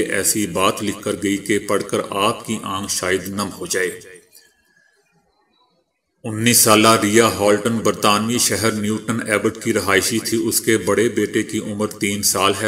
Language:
Urdu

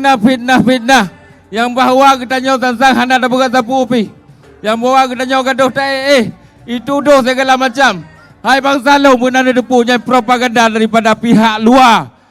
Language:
Achinese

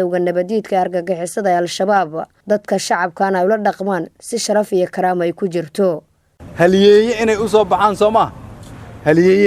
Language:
Somali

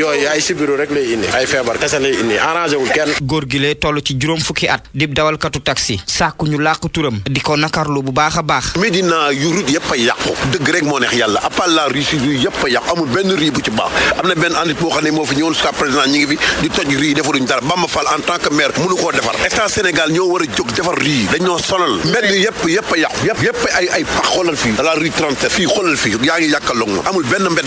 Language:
Wolof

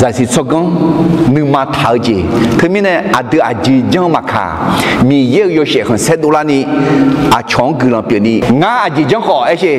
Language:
Akha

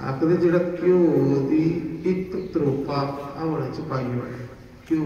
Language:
Dogri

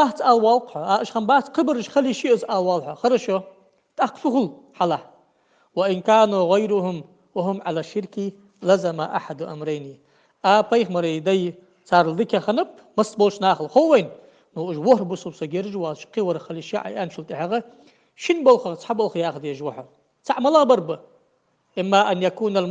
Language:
Ingush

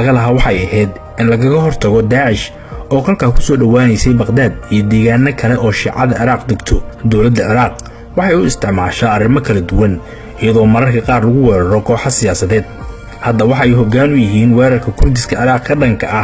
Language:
Somali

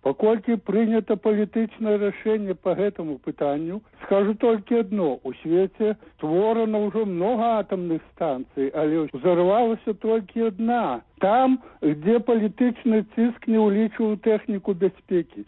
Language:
Belarusian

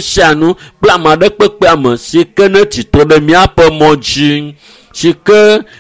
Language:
Ewe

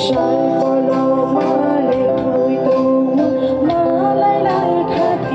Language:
Kok Borok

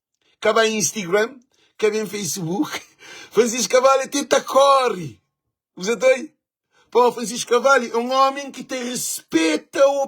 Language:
Kabuverdianu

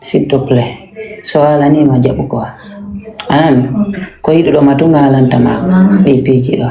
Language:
Fula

